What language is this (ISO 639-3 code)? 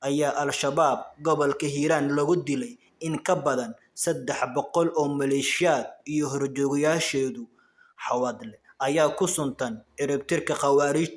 som